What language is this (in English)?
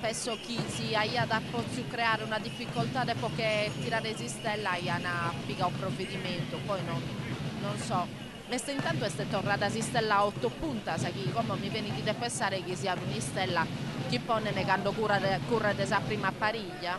Sardinian